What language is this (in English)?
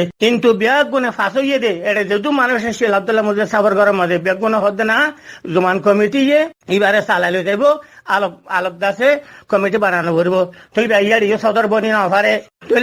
Rohingya